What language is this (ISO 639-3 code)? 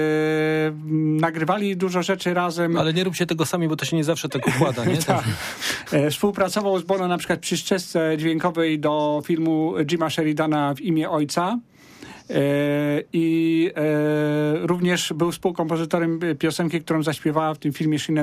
pol